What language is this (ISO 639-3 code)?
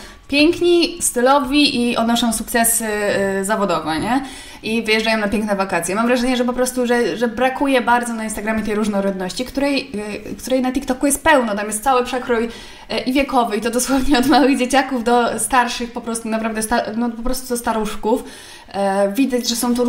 pol